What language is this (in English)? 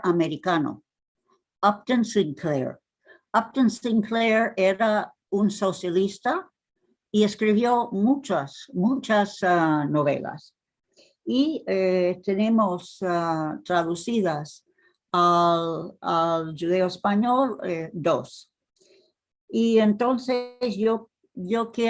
Ladino